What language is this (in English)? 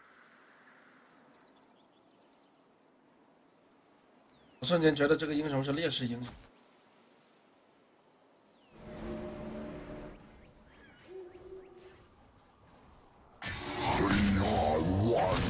Chinese